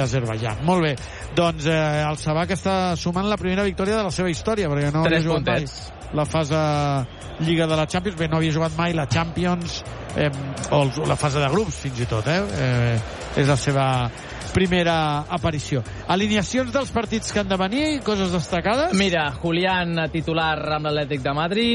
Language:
Catalan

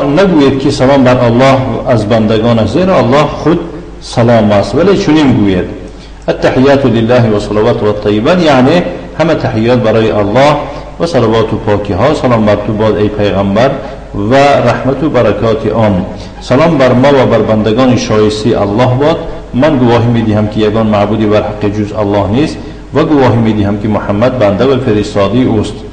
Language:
Tajik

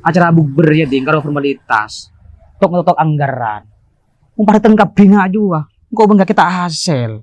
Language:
Madurese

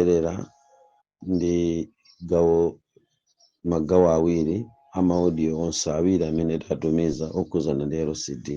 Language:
Nyanja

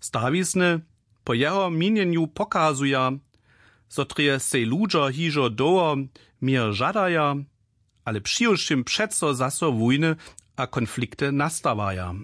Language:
Upper Sorbian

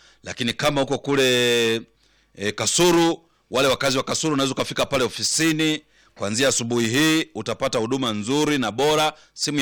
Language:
Swahili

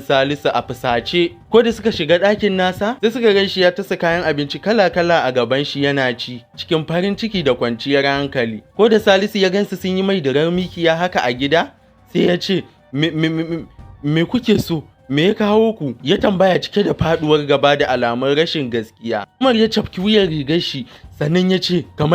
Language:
Hausa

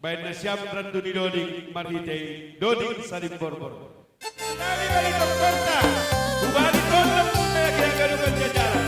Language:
Batak Simalungun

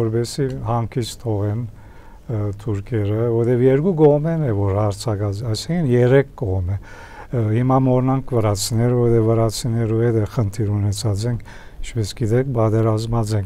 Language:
Armenian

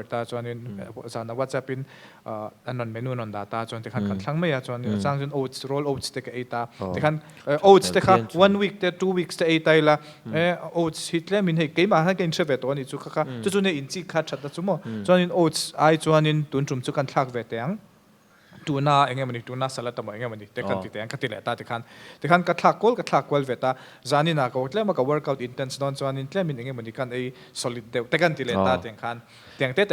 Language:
Mizo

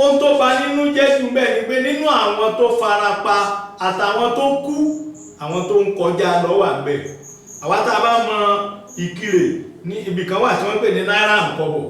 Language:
Yoruba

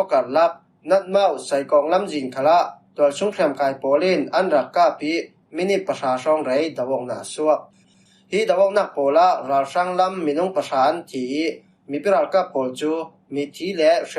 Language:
Falam Chin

